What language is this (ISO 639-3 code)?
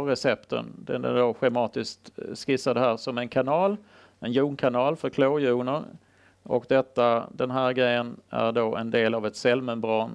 swe